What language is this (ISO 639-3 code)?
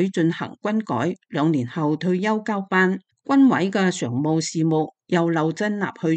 yue